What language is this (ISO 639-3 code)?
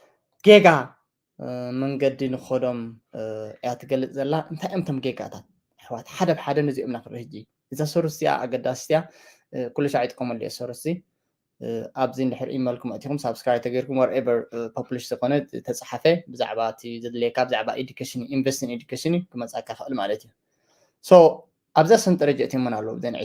tir